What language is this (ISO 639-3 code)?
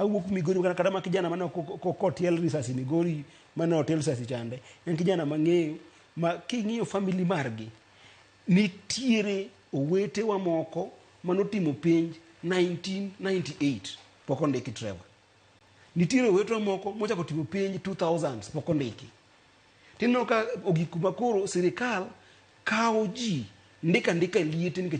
luo